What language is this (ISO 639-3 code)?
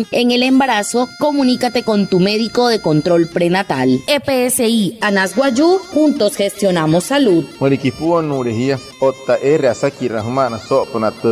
guc